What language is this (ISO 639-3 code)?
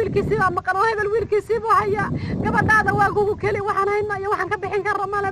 som